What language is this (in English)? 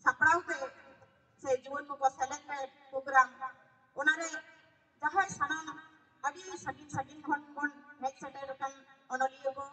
Santali